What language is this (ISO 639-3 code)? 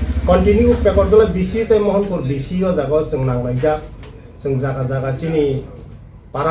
trp